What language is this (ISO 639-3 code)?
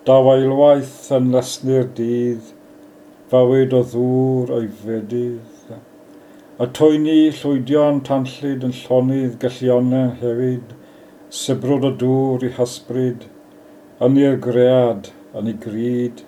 cym